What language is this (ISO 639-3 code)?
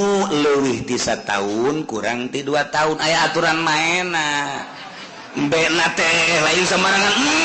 sun